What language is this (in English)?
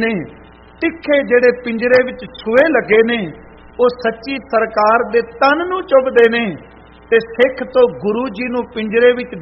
Punjabi